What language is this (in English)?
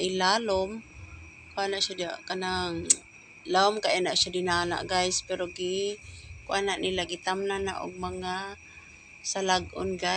Cebuano